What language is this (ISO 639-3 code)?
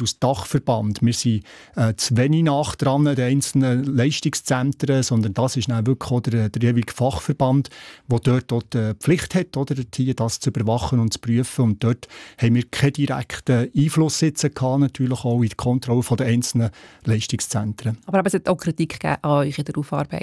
deu